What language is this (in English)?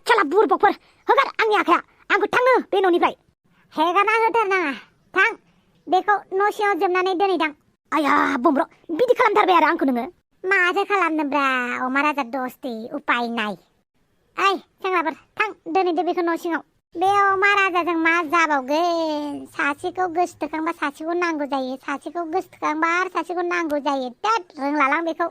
Bodo